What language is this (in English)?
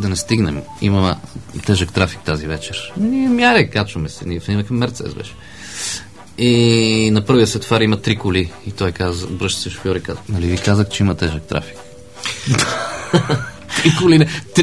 Bulgarian